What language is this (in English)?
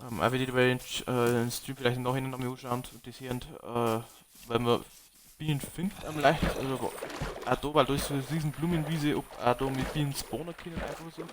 Bavarian